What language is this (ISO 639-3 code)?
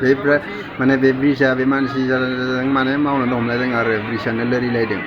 brx